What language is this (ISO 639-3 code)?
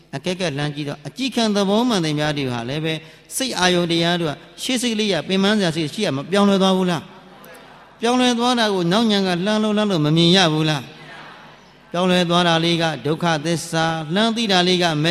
mya